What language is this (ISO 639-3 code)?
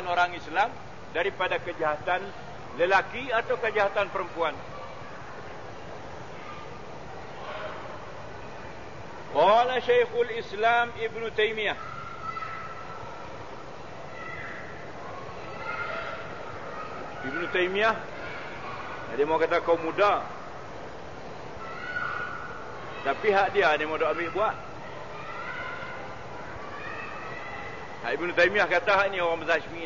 msa